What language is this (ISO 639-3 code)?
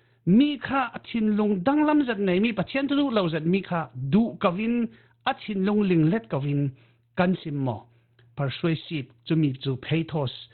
cfm